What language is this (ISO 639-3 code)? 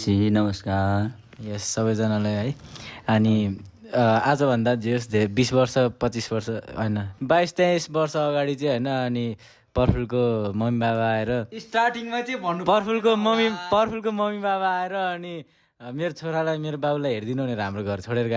nep